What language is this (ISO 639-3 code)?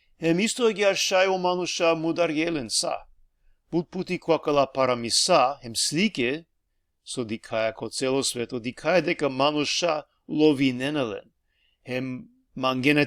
rmn